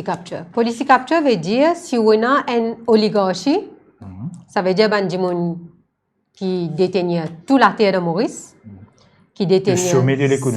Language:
Morisyen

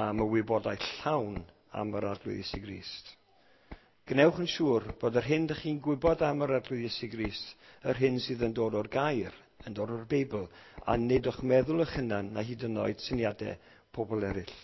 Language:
Welsh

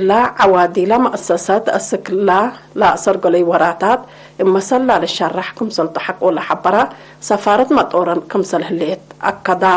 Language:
Tigre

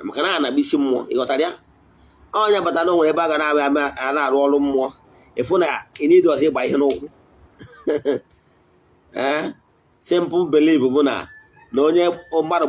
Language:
Igbo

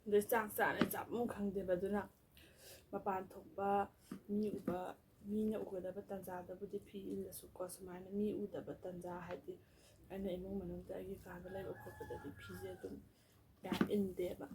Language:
Manipuri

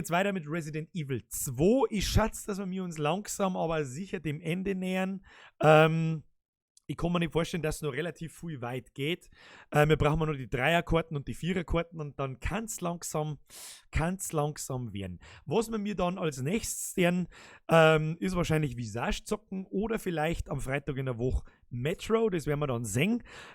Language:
Bavarian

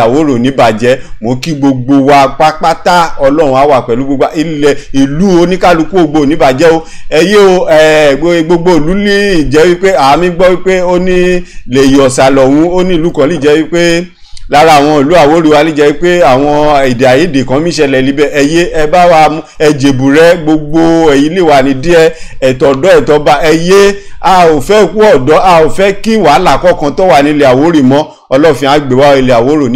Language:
Yoruba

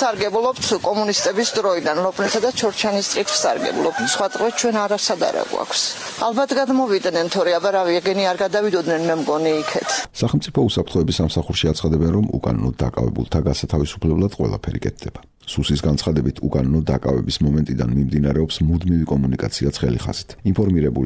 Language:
Georgian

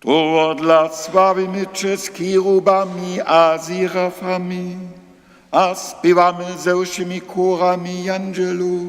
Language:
Upper Sorbian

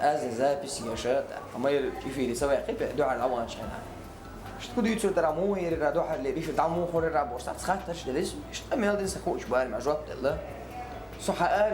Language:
Chechen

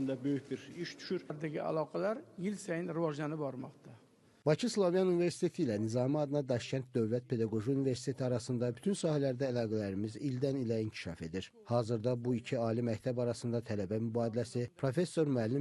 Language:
Azerbaijani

